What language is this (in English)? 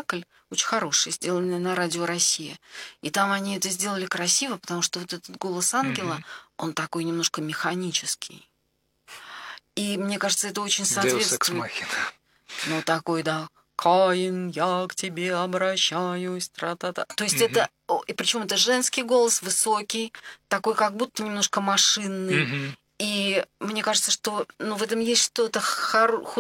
Russian